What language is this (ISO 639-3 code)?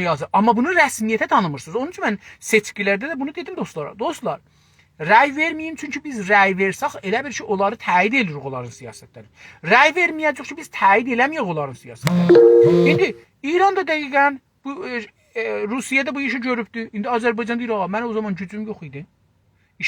azb